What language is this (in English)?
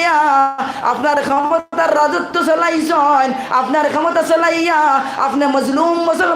Sylheti